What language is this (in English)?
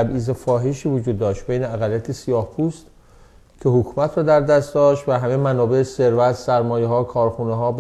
Persian